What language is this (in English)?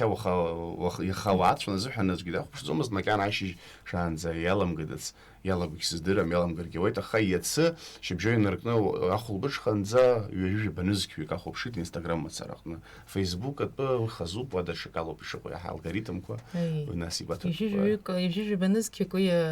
Abkhazian